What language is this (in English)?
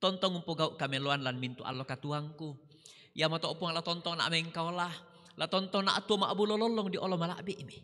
Toraja-Sa'dan